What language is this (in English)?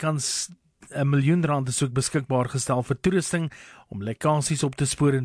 Afrikaans